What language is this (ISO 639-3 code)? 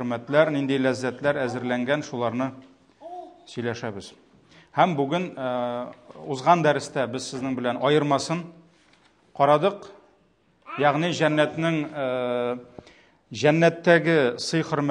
tat